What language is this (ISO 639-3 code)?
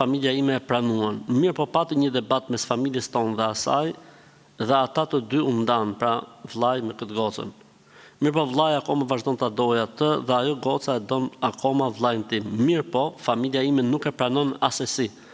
sqi